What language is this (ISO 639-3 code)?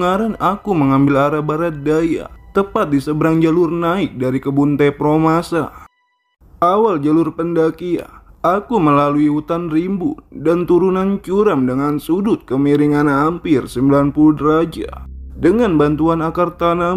ind